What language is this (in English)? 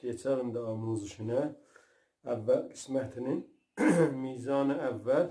South Azerbaijani